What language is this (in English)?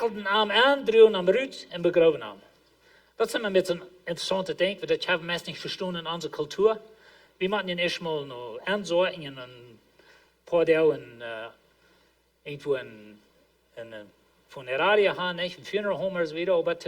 Plautdietsch